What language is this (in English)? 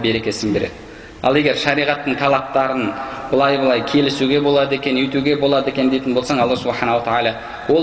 Kazakh